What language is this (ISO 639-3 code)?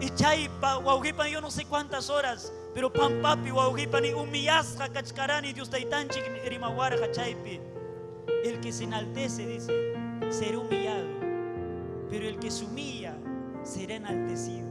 quy